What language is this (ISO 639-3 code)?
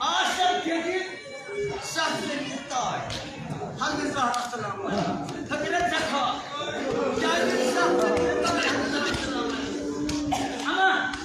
kas